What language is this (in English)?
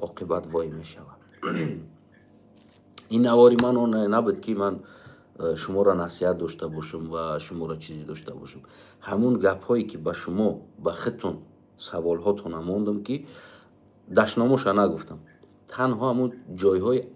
Tajik